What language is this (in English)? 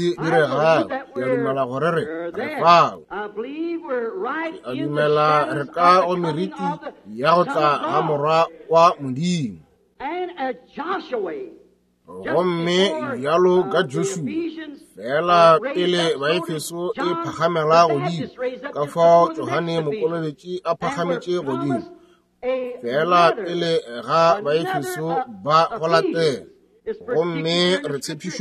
Northern Sotho